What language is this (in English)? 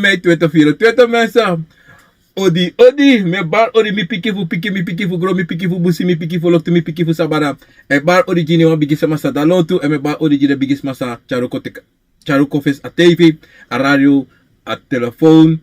Sranan Tongo